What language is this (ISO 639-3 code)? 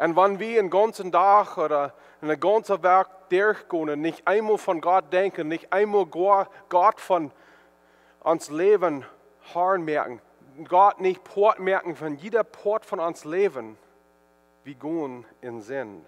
pdt